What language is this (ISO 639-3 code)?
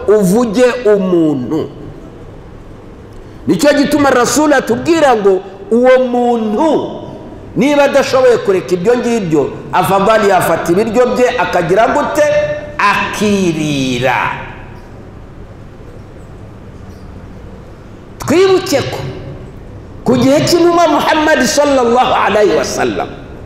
kin